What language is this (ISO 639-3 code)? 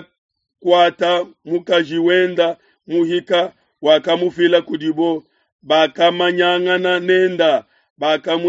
lua